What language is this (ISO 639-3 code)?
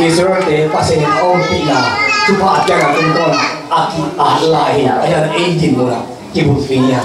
ctd